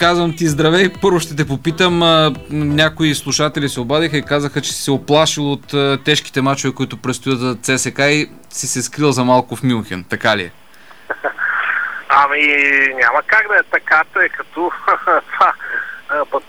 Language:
Bulgarian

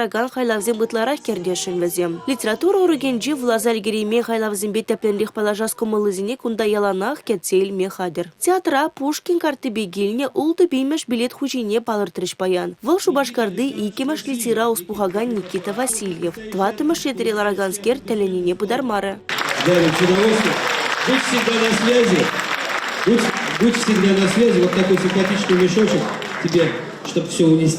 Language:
Chuvash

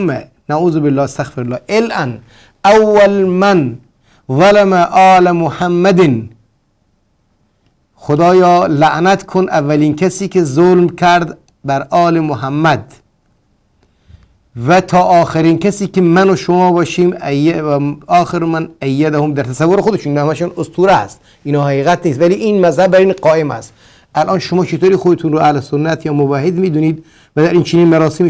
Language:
Persian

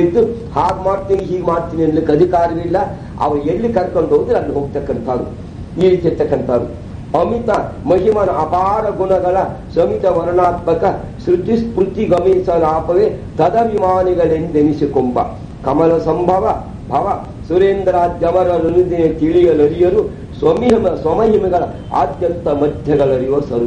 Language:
Kannada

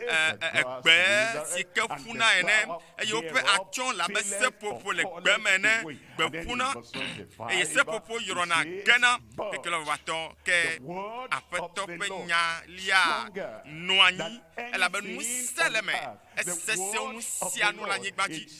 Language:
Ewe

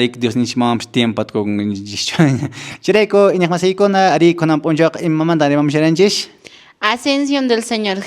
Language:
Quechua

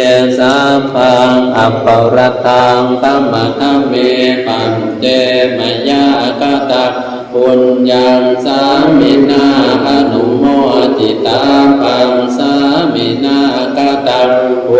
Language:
Pali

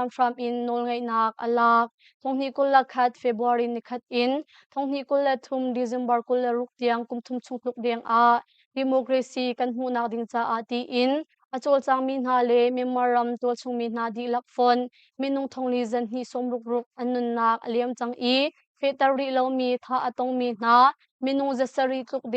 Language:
Hakha Chin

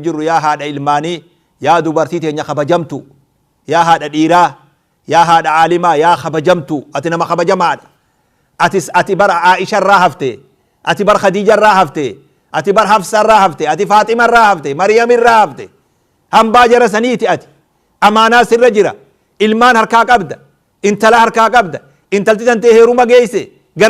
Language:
Oromo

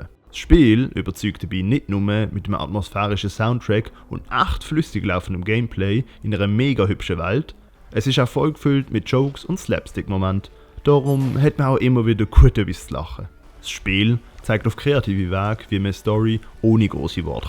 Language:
Swiss German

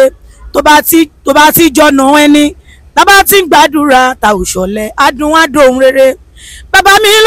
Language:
Yoruba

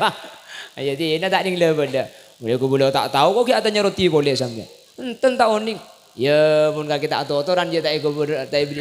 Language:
Madurese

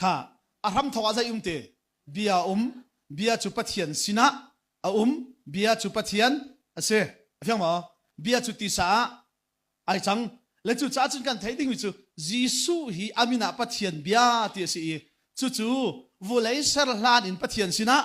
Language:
Hakha Chin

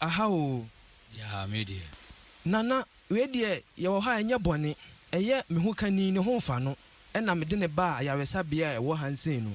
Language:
Akan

